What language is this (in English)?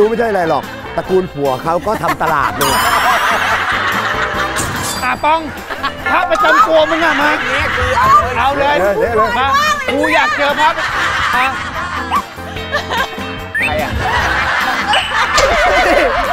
Thai